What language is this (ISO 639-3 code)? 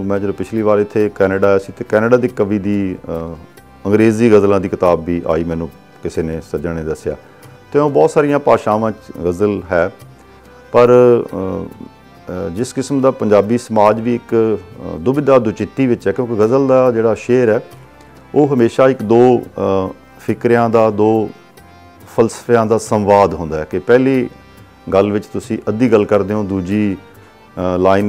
pan